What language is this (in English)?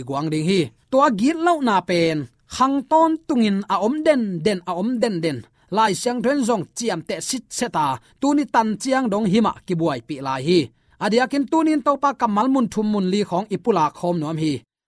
Tedim Chin